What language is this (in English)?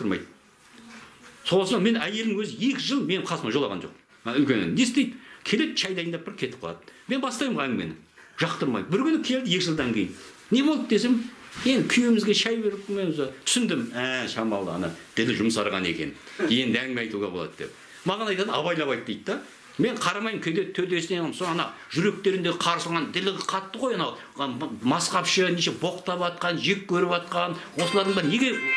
Kazakh